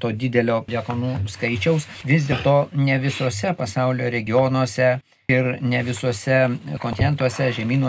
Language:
Lithuanian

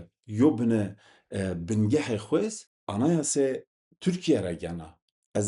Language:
Zaza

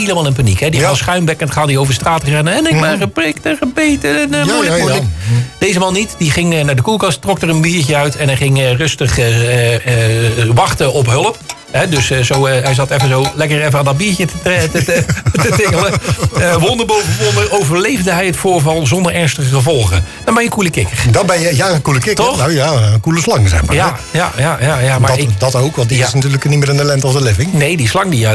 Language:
Dutch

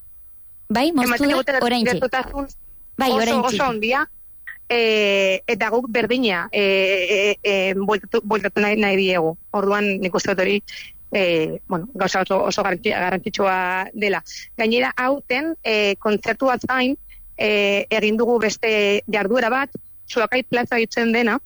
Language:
Basque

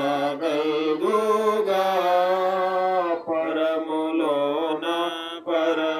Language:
Telugu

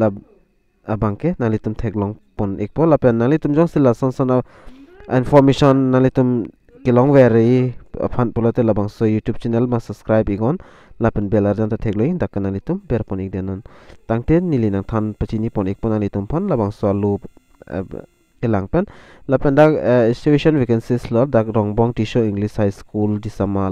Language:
Karbi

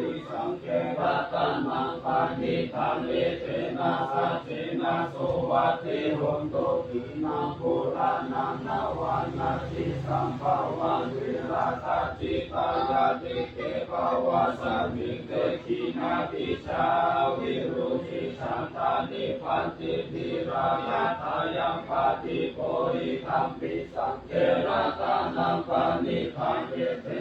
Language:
Pali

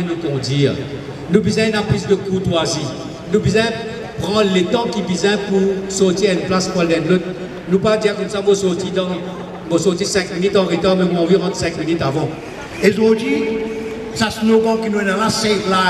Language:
Morisyen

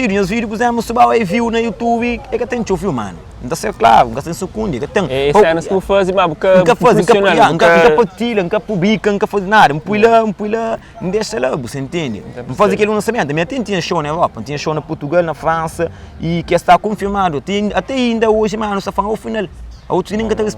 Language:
Kabuverdianu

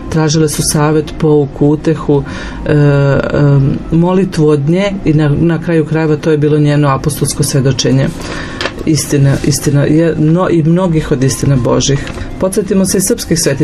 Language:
Serbian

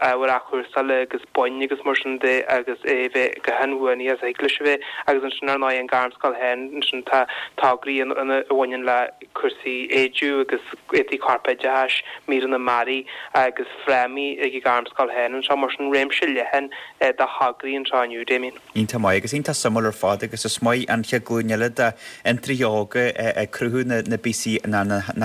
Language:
Irish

